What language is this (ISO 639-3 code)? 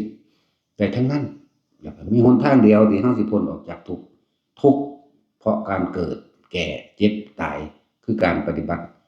tts